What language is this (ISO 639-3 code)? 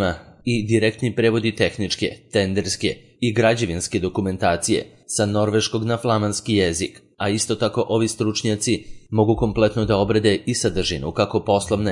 srp